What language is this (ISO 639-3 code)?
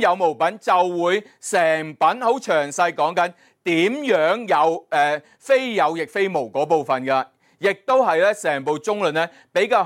yue